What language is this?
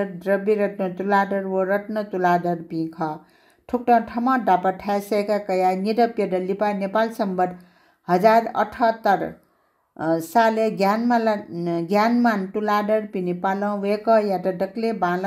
Newari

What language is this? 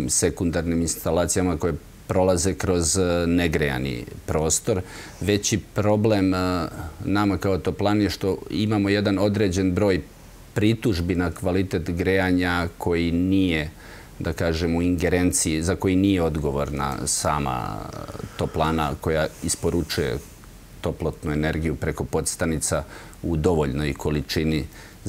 Serbian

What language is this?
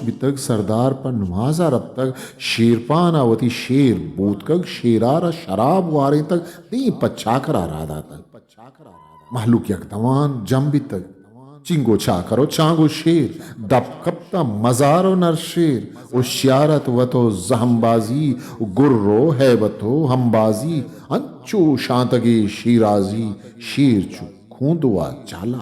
Eastern Balochi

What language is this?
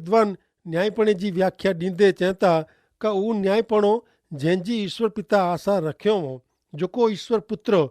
Kachhi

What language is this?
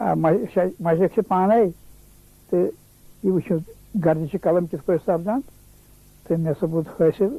Kashmiri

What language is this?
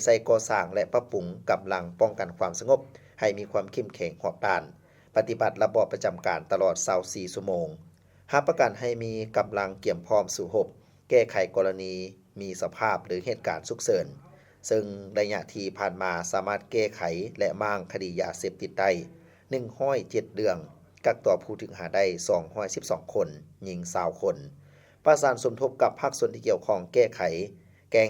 Lao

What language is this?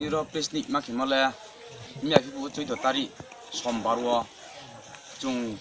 Riang (India)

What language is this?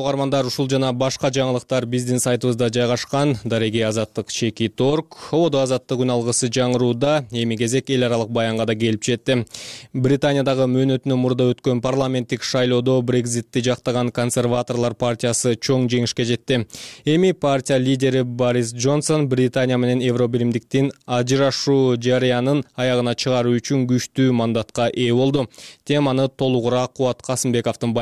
Kyrgyz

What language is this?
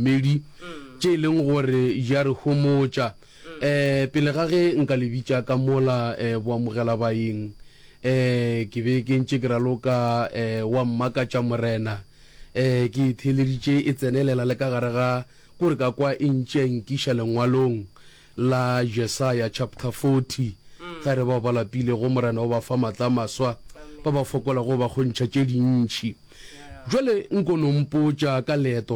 Northern Sotho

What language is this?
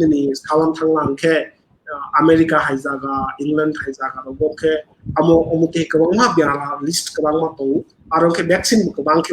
Kok Borok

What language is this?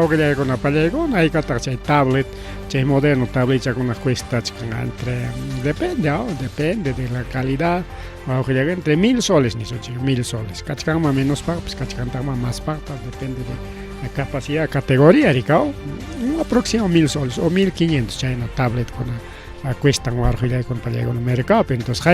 Ayacucho Quechua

